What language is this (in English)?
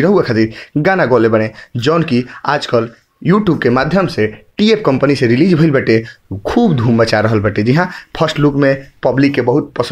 Bhojpuri